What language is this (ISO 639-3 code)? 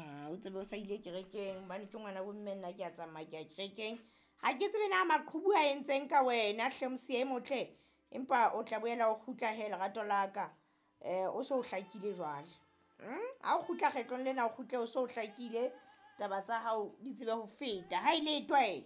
sot